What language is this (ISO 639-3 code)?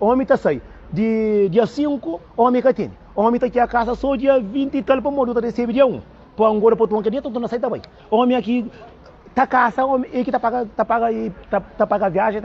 kea